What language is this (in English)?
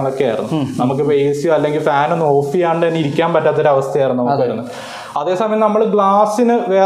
Malayalam